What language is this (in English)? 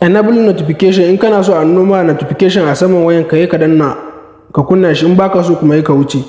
Hausa